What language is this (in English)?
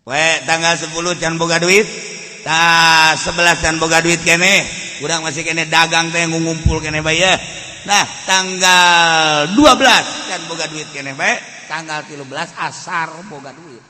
Sundanese